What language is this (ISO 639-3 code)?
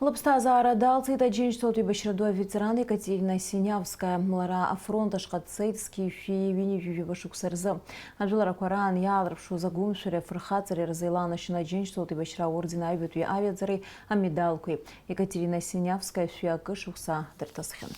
abk